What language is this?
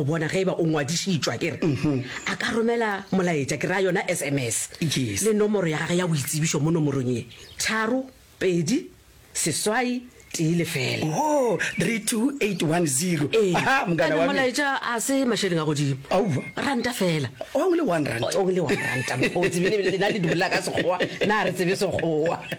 Northern Sotho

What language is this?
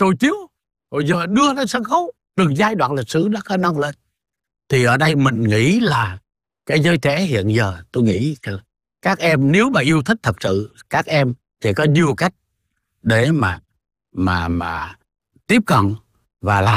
Vietnamese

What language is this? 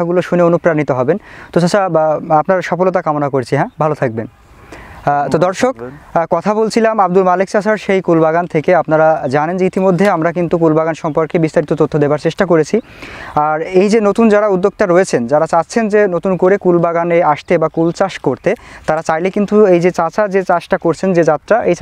Bangla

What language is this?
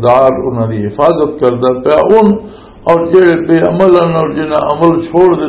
Western Panjabi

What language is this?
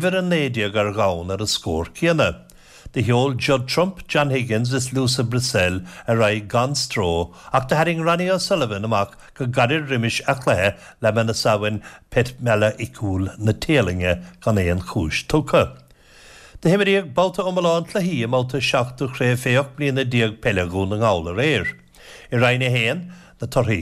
Irish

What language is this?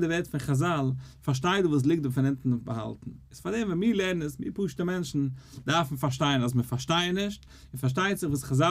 Yiddish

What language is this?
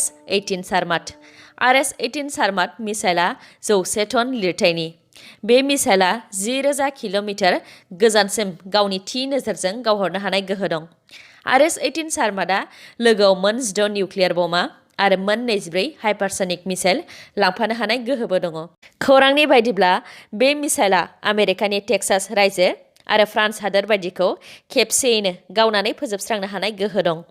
Bodo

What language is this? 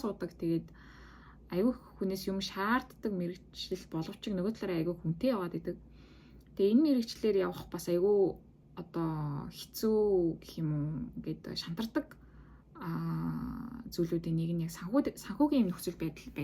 Mongolian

